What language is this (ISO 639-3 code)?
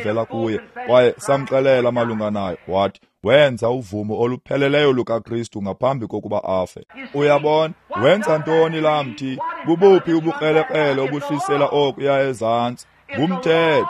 xho